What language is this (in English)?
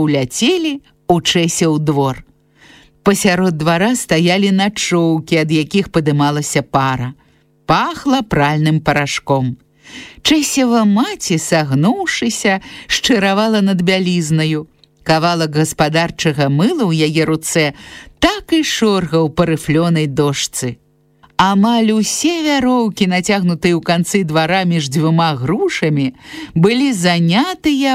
Belarusian